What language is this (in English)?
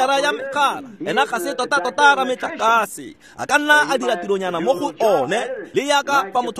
Tswana